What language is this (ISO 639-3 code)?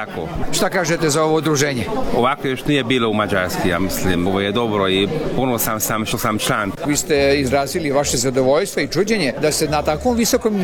srp